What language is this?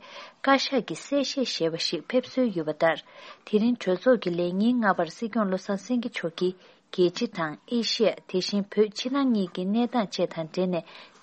Tibetan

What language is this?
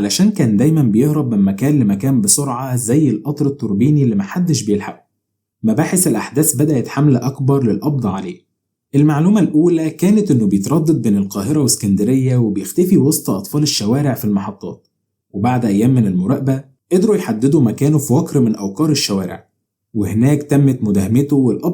Egyptian Arabic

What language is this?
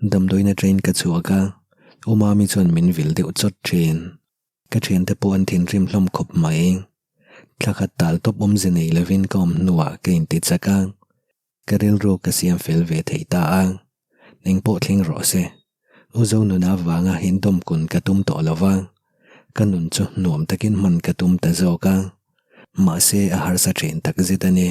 Mizo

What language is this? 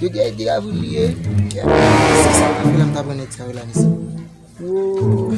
Haitian Creole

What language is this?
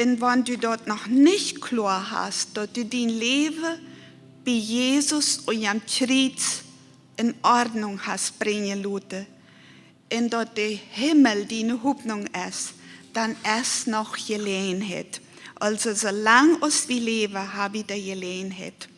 Plautdietsch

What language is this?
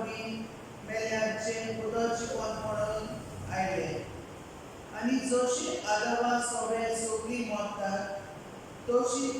Konkani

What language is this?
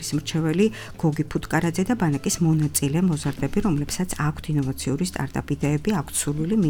Georgian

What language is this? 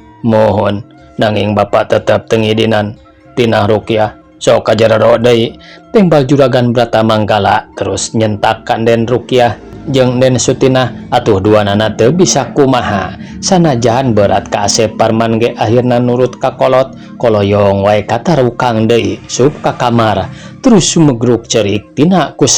Sundanese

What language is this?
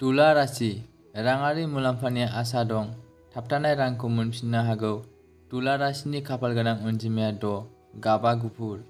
Bodo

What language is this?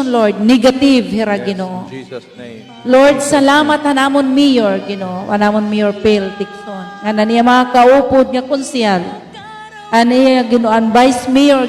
Waray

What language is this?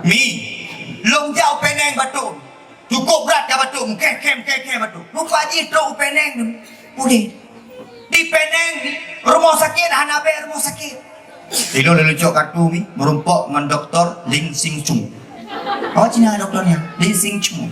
Achinese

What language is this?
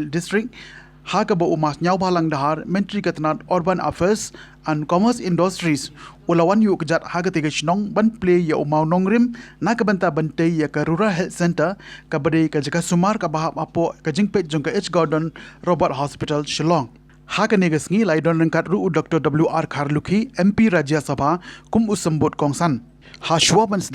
Khasi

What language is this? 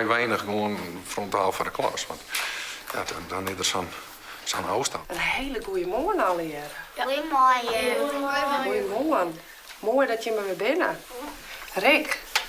Western Frisian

